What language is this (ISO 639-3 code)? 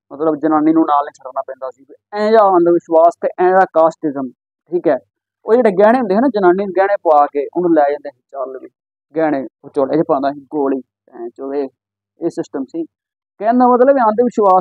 pan